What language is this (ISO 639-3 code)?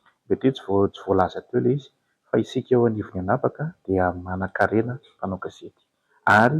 mlg